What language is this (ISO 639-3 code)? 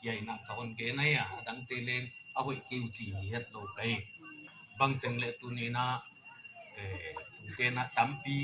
pck